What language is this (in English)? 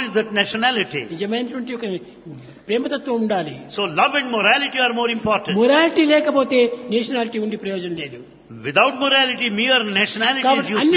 Telugu